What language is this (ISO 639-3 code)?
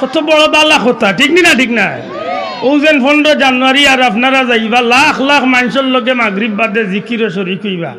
syl